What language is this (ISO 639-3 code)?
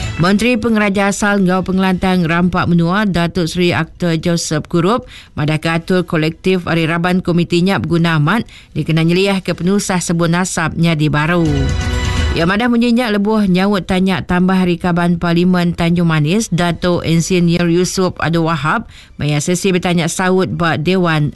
iba